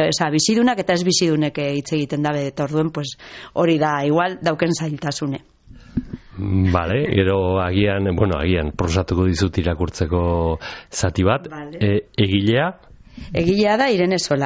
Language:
Basque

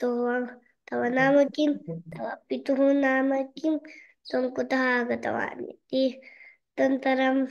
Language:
Sanskrit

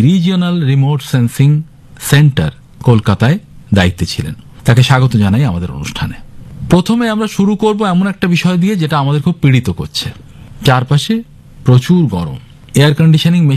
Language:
Bangla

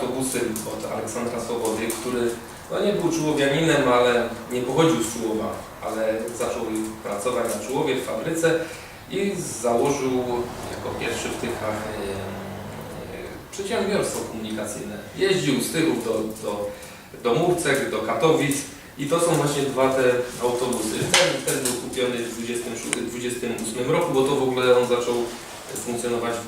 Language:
Silesian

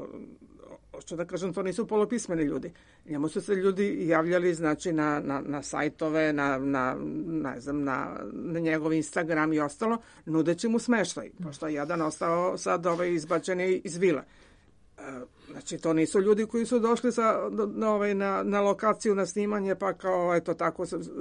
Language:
Serbian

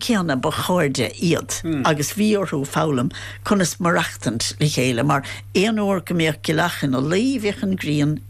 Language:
Irish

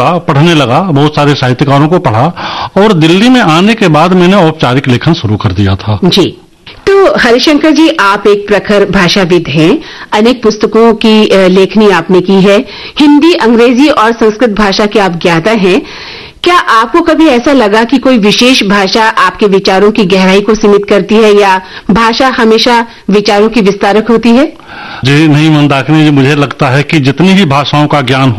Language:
Hindi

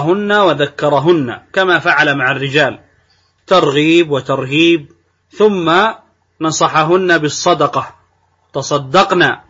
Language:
Arabic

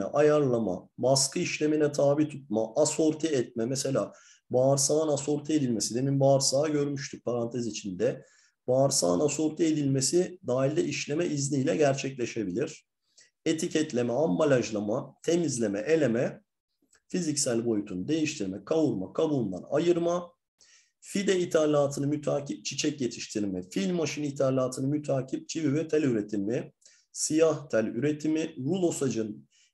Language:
Turkish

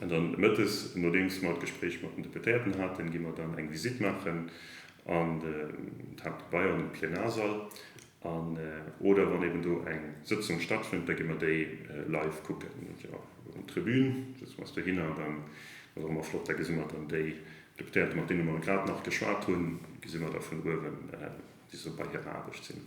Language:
Luxembourgish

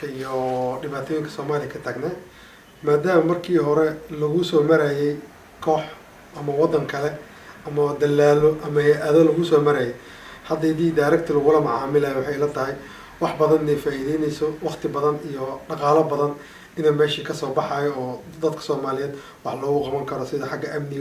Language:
Somali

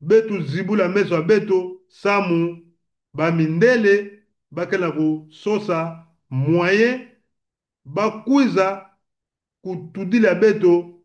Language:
Lingala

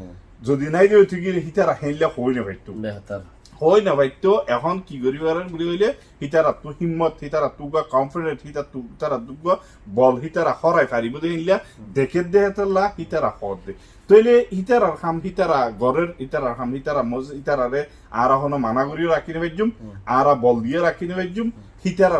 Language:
Rohingya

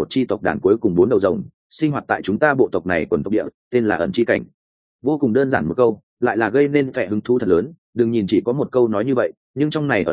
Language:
Vietnamese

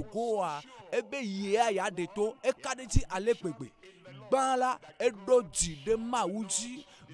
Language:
Ewe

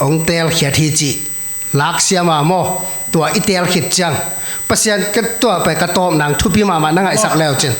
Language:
Tedim Chin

